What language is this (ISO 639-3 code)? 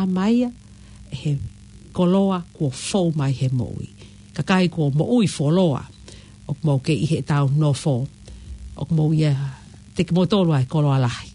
ton